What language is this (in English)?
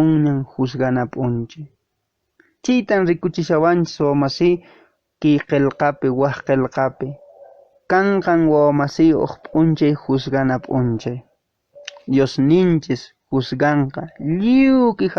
Quechua